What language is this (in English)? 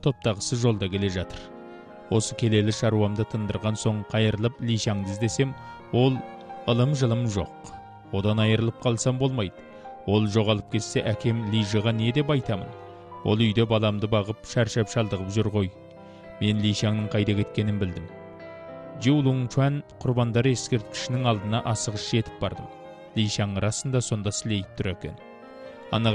Kazakh